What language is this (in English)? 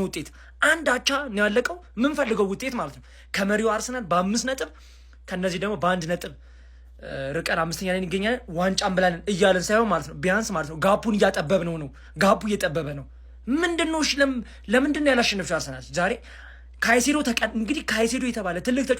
Amharic